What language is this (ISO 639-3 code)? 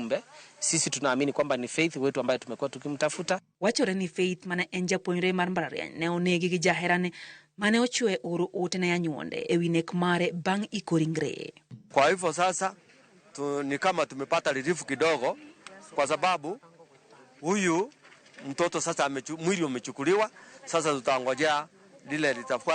luo